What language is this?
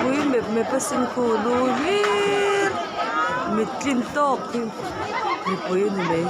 Mizo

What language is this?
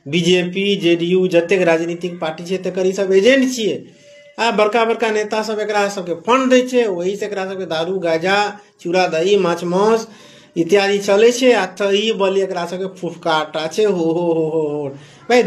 Maithili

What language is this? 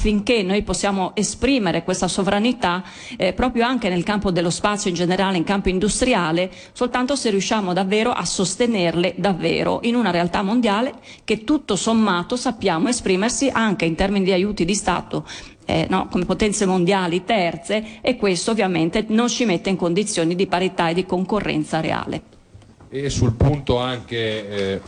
Italian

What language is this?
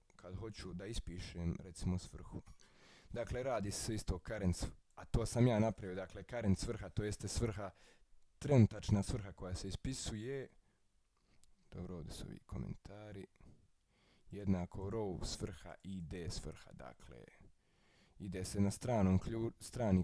Croatian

